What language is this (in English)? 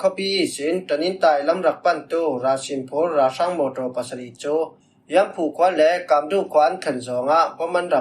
Falam Chin